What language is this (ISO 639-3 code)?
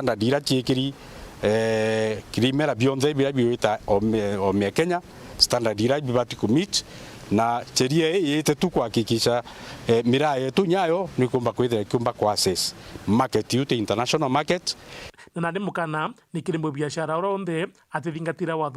mer